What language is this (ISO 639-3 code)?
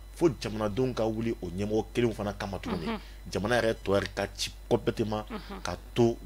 bam